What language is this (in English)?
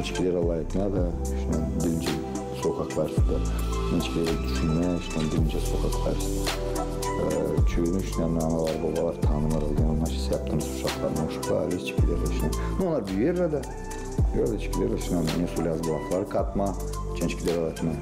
Gagauz